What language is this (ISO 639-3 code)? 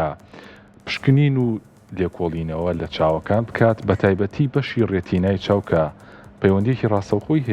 ckb